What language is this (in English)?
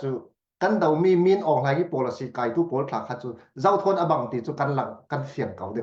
Falam Chin